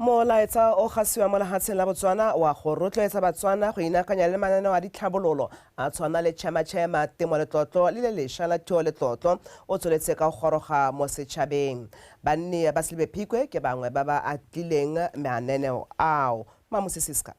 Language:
Tswana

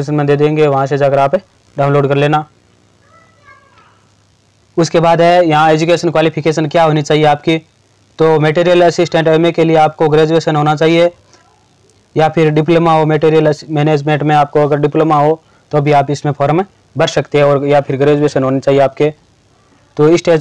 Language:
Hindi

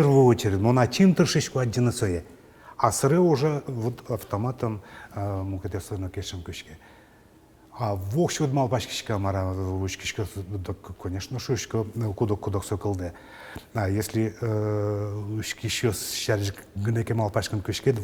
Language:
Udmurt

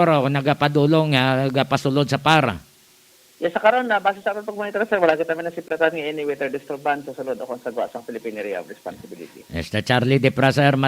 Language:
Hiligaynon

